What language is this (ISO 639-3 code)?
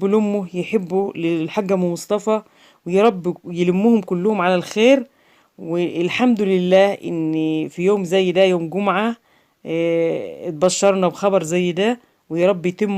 arz